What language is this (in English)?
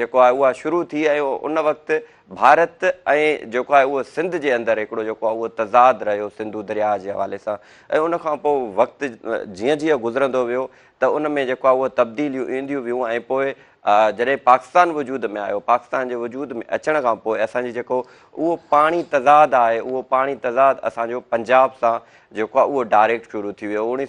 Sindhi